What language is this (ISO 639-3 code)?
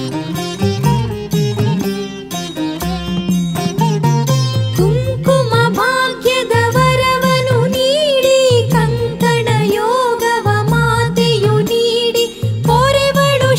kan